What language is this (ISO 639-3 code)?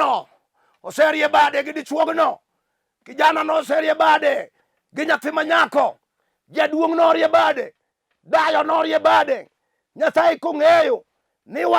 luo